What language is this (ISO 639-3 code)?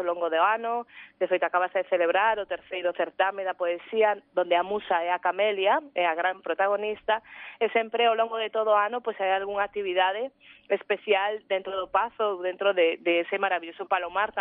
glg